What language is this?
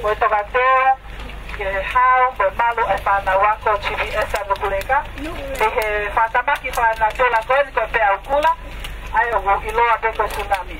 Tongan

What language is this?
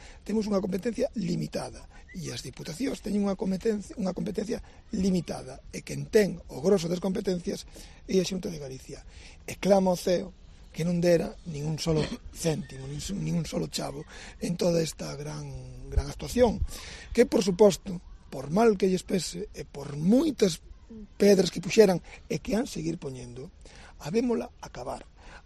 Galician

